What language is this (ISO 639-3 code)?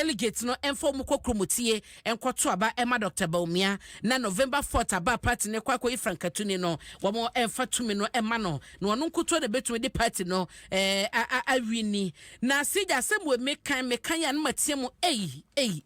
aka